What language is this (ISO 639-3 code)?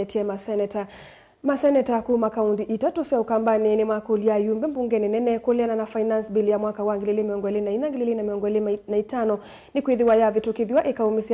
kam